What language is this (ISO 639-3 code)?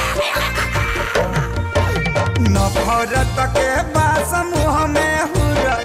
bho